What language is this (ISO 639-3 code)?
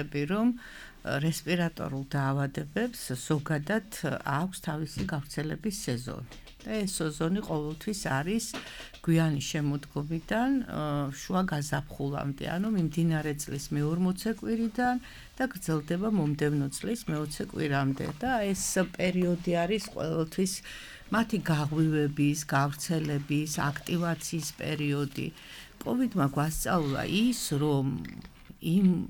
kat